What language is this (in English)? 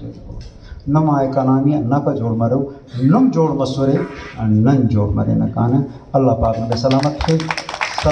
Brahui